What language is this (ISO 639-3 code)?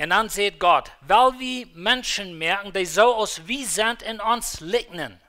pdt